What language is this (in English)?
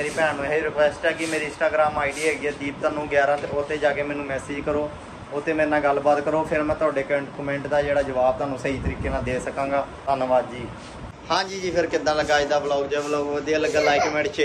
Punjabi